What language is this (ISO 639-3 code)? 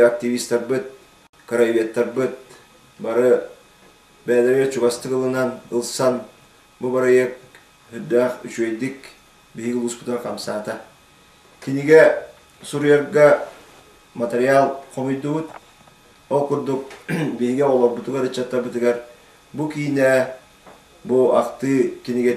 sah